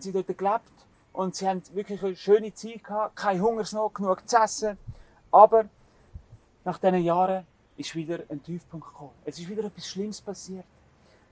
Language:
Swiss German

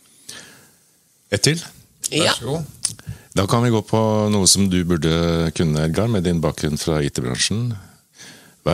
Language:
Norwegian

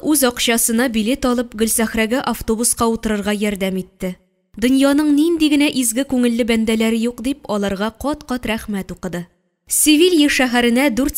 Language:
Tatar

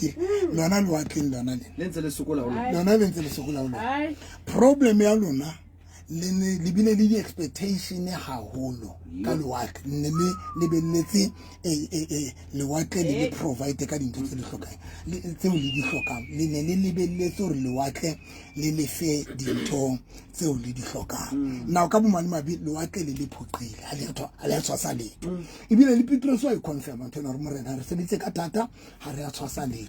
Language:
Southern Sotho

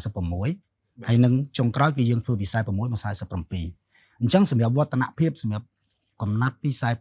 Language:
Khmer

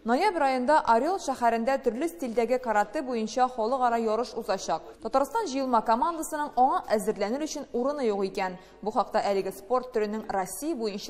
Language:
Tatar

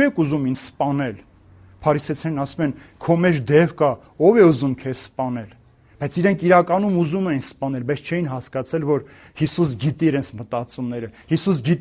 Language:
Armenian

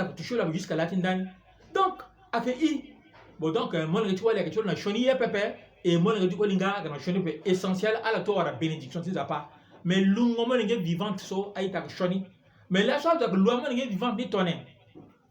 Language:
Sango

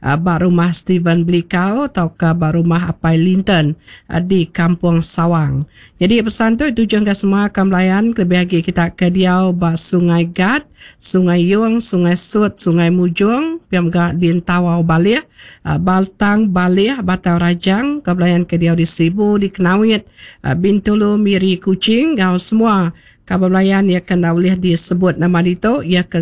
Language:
Iban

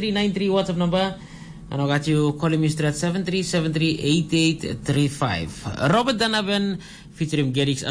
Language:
Tok Pisin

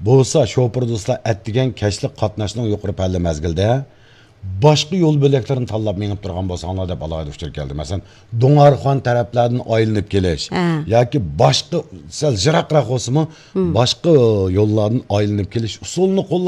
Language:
Uyghur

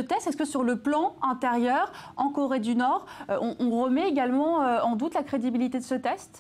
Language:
French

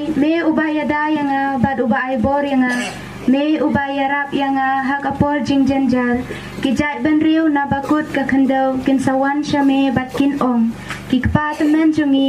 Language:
Khasi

